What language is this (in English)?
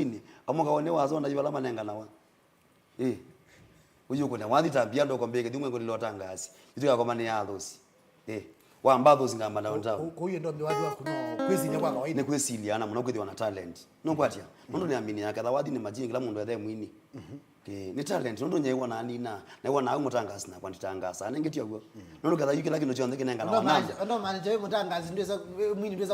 Kamba